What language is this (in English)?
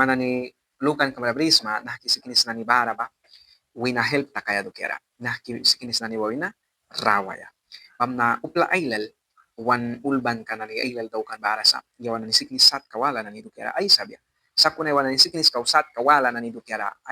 Mískito